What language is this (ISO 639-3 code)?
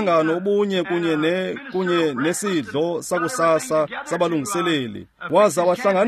xho